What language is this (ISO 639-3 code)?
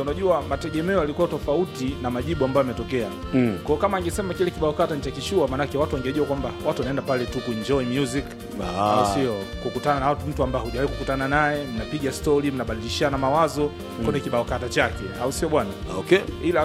swa